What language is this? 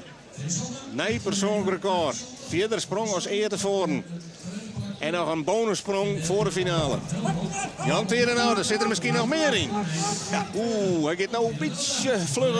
Western Frisian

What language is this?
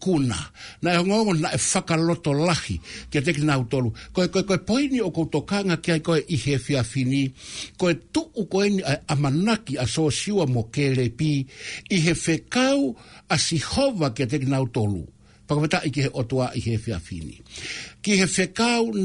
Tongan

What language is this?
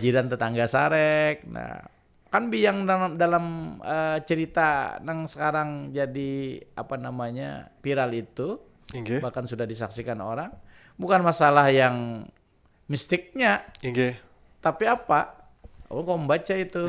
Banjar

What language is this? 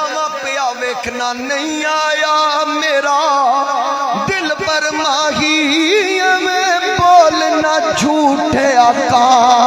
Western Panjabi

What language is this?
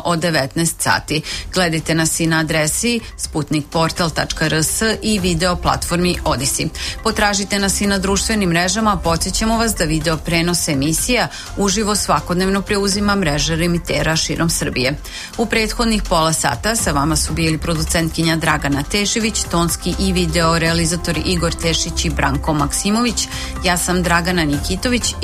Serbian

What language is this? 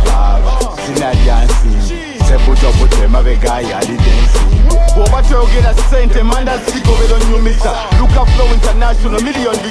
Ganda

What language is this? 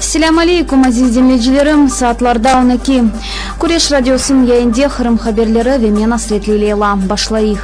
Crimean Tatar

